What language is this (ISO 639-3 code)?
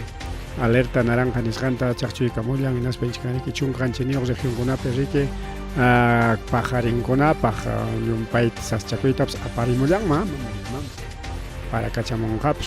quy